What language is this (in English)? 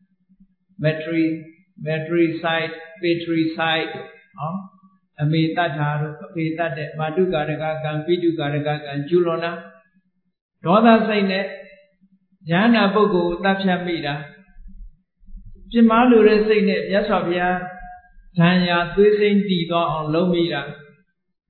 Burmese